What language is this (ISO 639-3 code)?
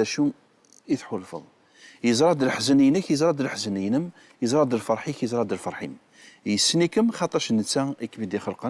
kab